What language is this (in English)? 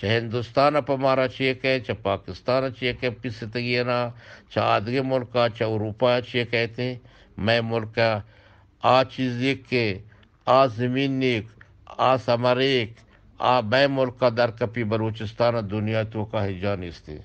Eastern Balochi